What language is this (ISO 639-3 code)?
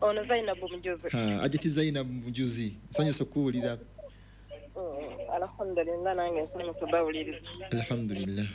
lug